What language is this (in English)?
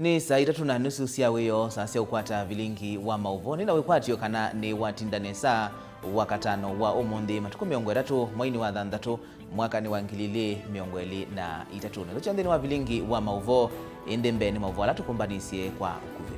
Kamba